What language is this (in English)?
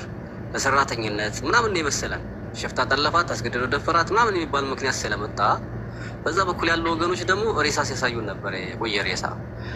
Amharic